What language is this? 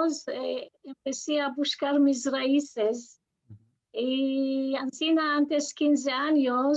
Ladino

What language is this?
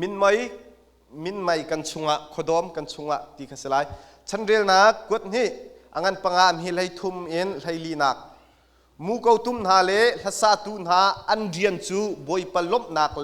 Hakha Chin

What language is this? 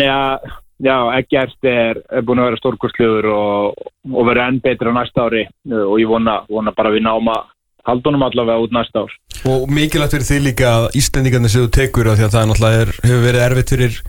Icelandic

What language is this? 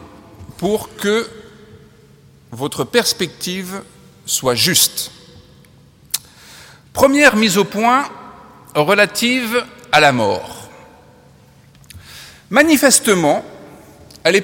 French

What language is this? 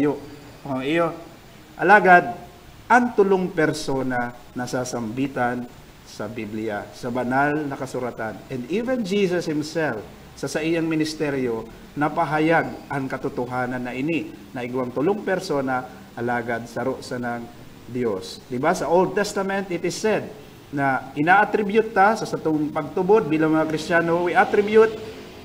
Bikol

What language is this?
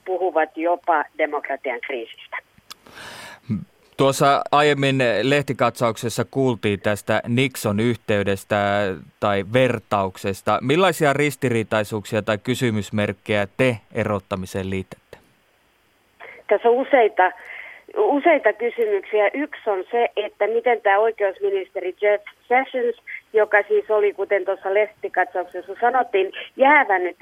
Finnish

